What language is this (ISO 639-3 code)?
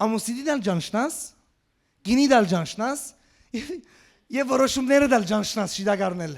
hyw